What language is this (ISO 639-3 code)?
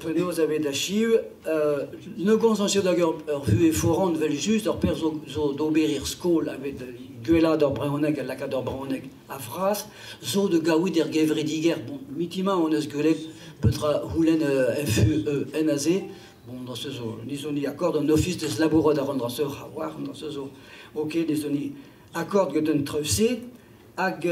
bre